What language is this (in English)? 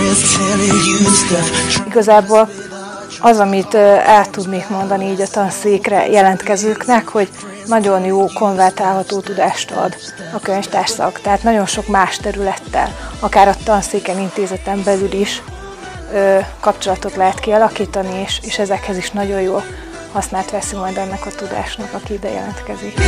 Hungarian